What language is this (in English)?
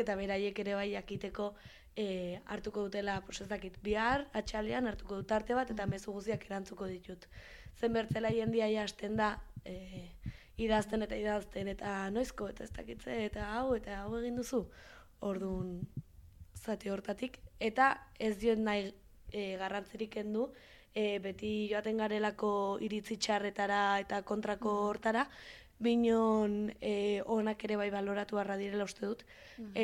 Basque